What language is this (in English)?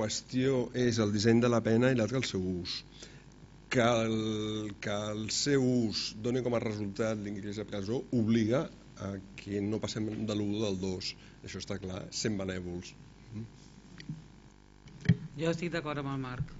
Catalan